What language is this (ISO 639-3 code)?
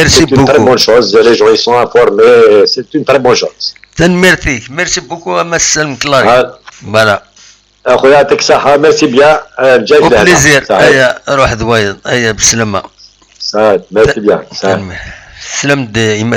kab